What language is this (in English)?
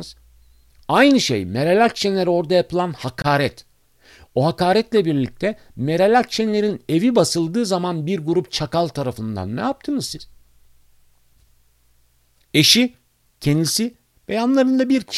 Turkish